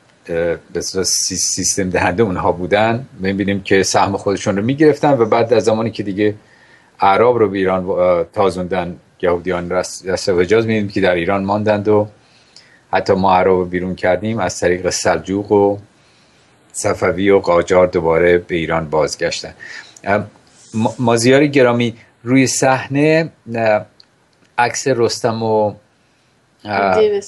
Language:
Persian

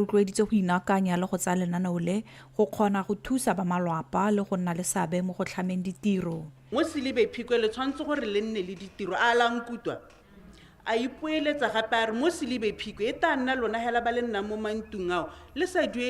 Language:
Tswana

